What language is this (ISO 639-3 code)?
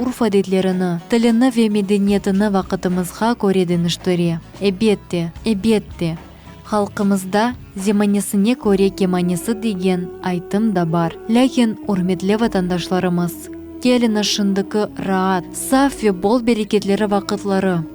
crh